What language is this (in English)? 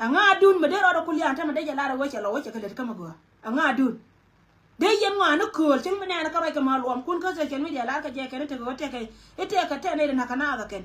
Nuer